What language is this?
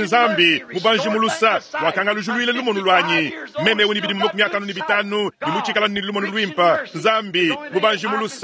Luba-Lulua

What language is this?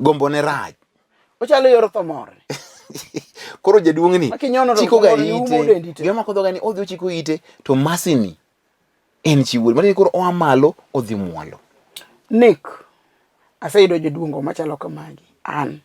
Luo (Kenya and Tanzania)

